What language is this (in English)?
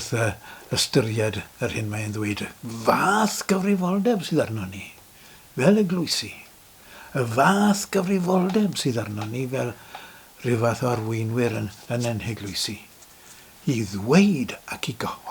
Welsh